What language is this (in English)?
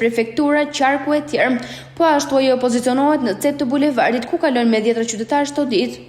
Albanian